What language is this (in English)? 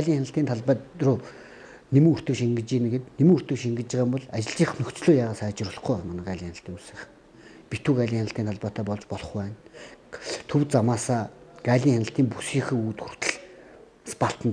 Mongolian